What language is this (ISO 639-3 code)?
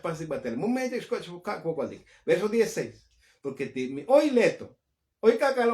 tzo